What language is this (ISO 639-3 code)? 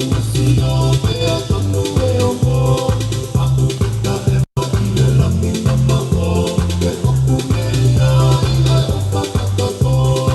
ton